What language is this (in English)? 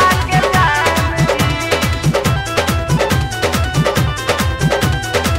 Bhojpuri